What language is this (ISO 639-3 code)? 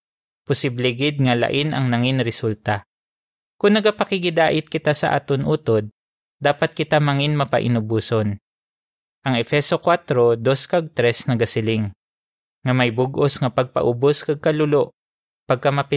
hil